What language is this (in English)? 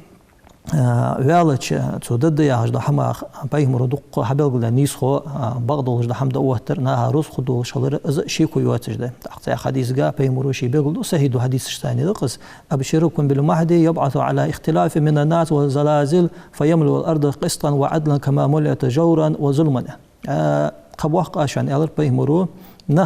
Ingush